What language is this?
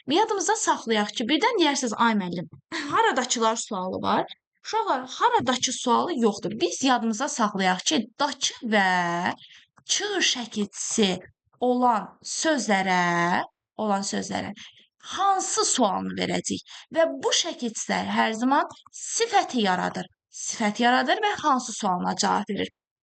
Azerbaijani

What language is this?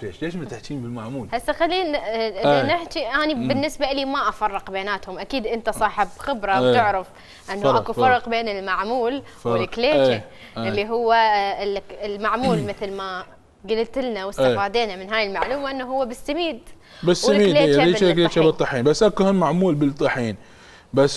Mesopotamian Arabic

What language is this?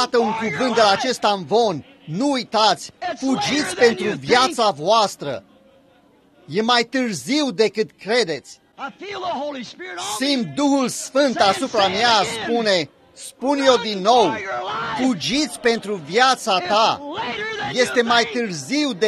Romanian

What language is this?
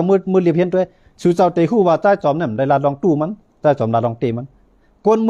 Shan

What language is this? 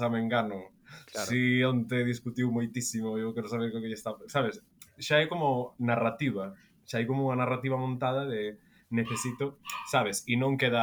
Galician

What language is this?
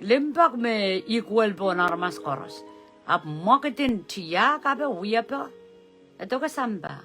Pohnpeian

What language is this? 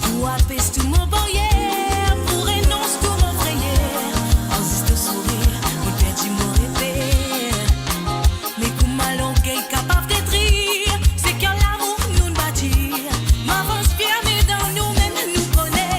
Morisyen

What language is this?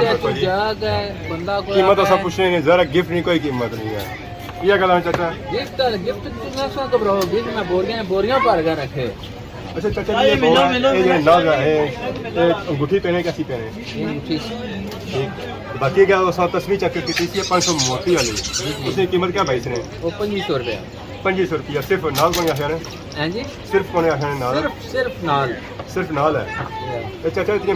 Pahari-Potwari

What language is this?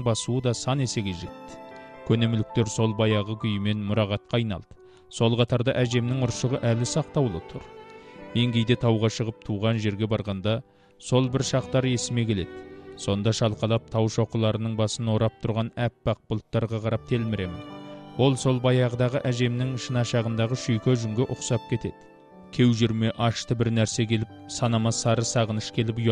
Kazakh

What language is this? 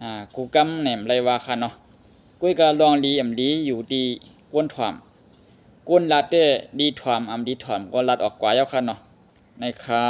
Shan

